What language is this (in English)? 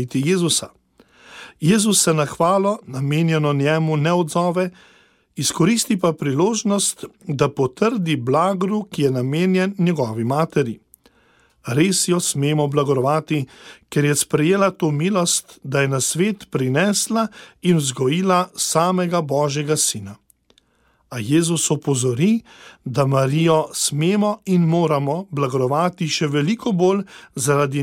Slovenian